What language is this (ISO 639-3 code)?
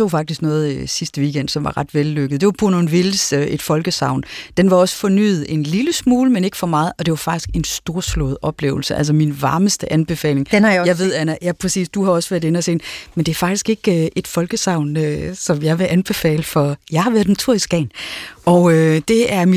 dan